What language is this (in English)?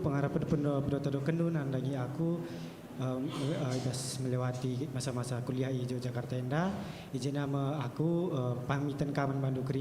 Batak Karo